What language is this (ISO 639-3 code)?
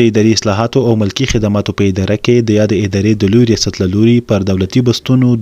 pus